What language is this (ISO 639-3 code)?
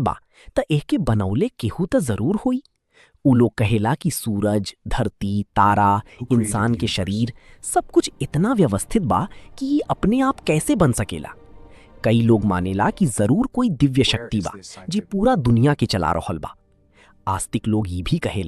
bho